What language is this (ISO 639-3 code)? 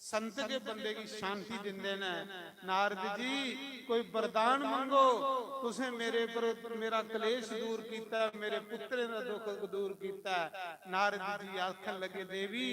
doi